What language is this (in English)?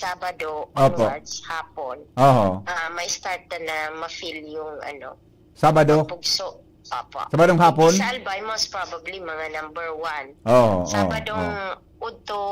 Bikol